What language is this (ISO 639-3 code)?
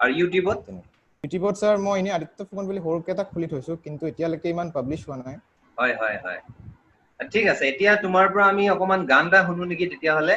asm